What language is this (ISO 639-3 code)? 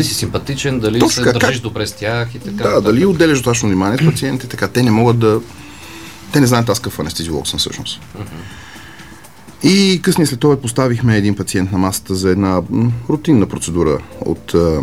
bul